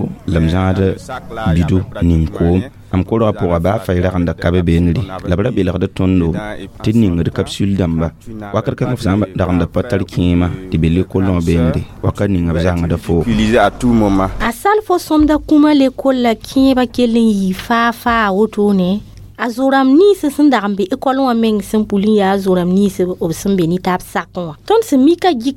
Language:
Mossi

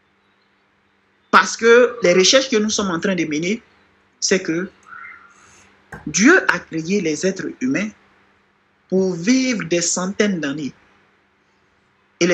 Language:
French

